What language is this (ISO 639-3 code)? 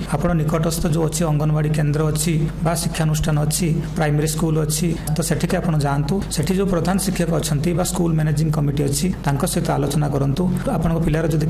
ori